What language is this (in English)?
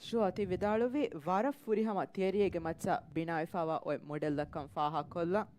Divehi